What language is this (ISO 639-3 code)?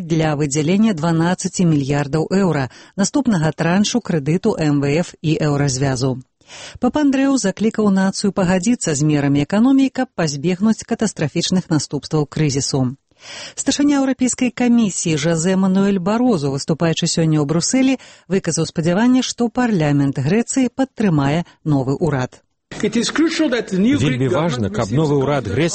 bel